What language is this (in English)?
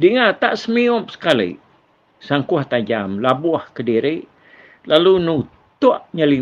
Iban